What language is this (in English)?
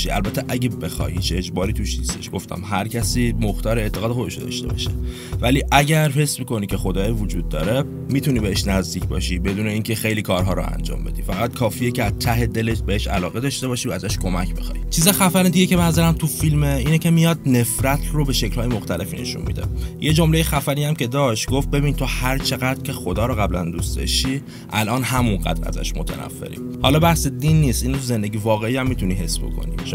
Persian